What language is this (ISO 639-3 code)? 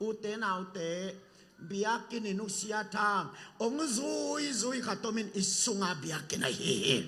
ctd